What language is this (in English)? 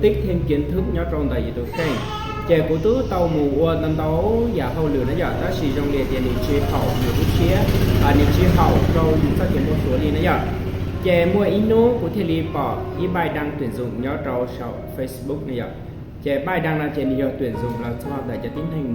Hmong